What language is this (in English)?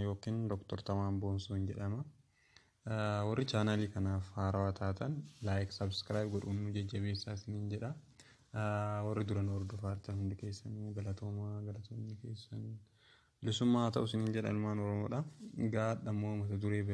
Oromo